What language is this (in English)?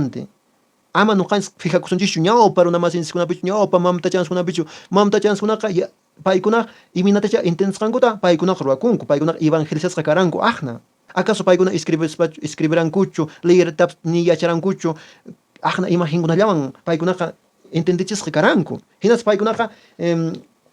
Quechua